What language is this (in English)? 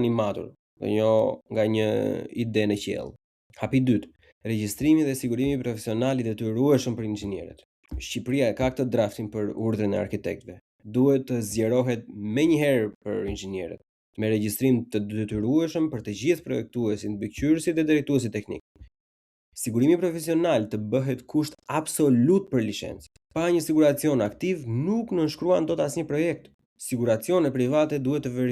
Albanian